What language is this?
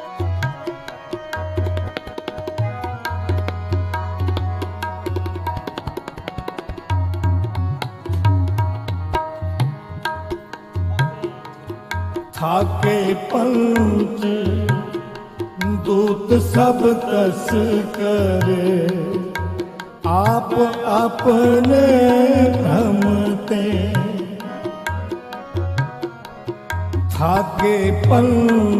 Punjabi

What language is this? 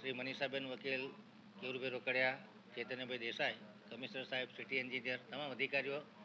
Gujarati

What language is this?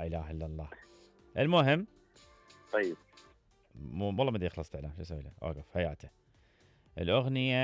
Mesopotamian Arabic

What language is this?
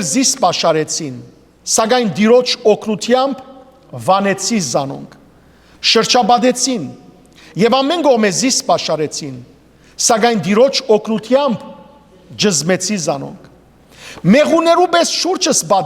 Western Armenian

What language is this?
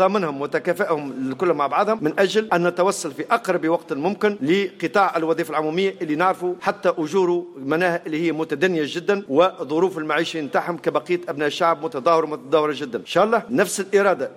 Tunisian Arabic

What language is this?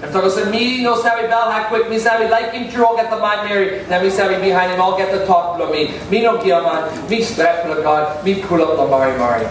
Tok Pisin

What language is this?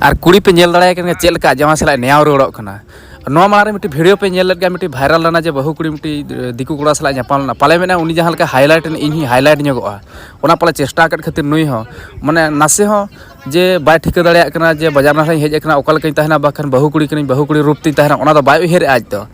Santali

